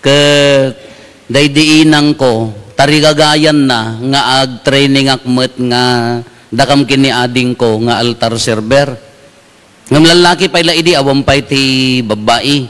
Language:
Iloko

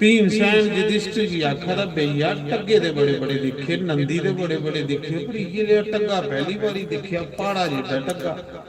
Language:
Dogri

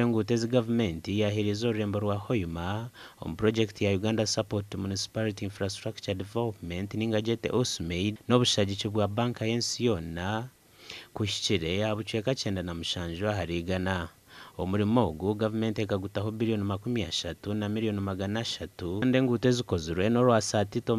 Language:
Nyankole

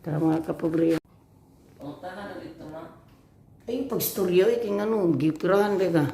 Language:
Cebuano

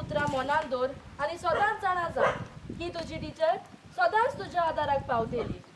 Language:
Konkani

